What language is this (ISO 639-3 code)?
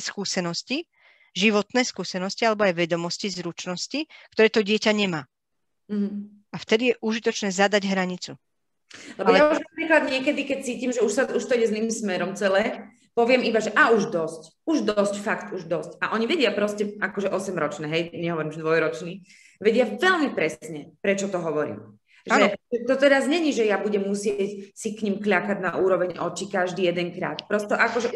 slk